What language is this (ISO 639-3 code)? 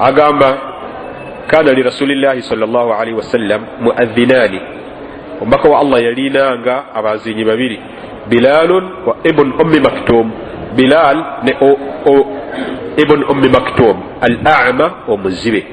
lug